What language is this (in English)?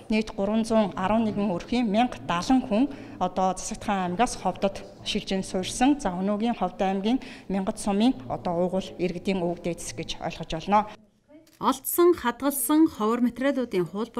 Mongolian